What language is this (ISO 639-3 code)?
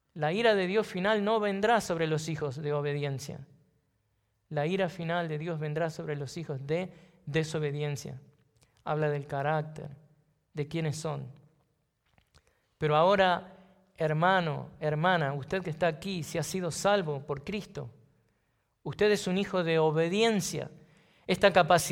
spa